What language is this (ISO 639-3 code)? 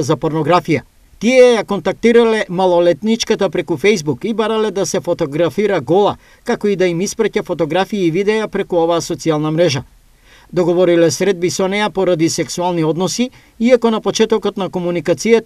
mkd